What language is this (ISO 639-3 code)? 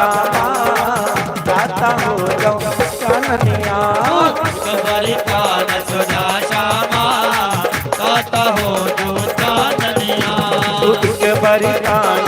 doi